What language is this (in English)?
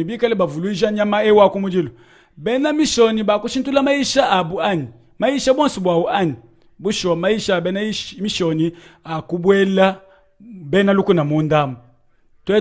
Luba-Lulua